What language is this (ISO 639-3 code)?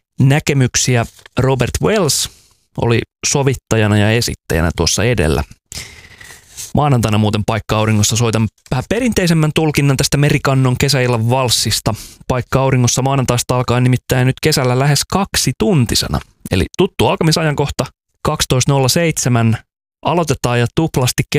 fin